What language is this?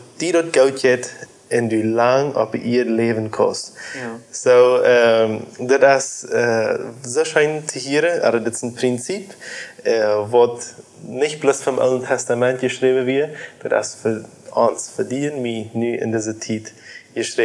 Plautdietsch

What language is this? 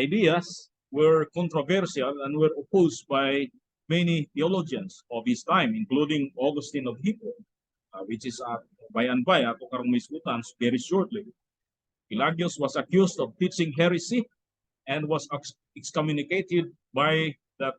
Cebuano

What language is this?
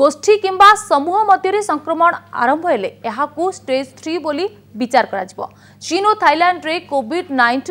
Odia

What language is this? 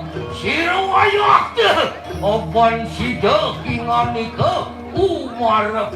Balinese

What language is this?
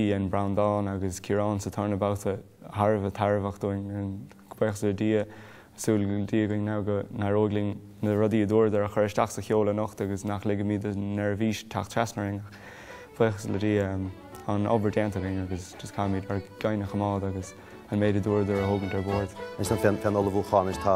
Irish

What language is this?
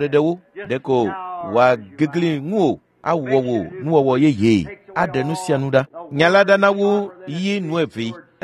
Ewe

